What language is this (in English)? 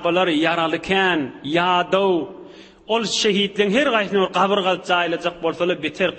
Turkmen